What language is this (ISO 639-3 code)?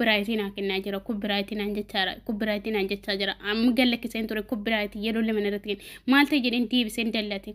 orm